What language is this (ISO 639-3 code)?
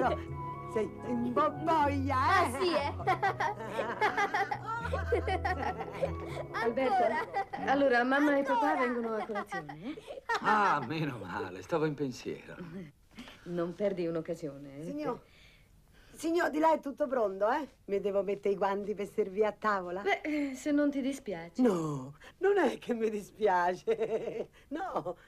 ita